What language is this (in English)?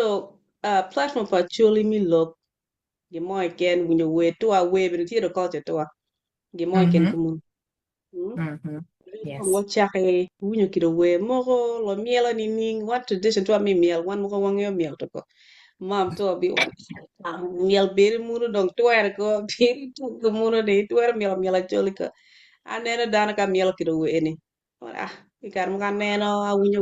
Acoli